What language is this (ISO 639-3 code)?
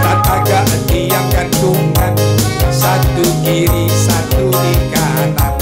min